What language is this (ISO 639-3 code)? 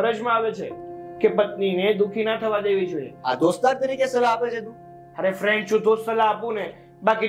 guj